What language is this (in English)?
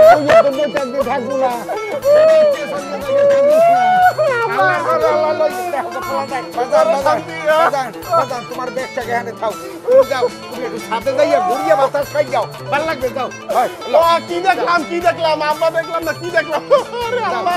Bangla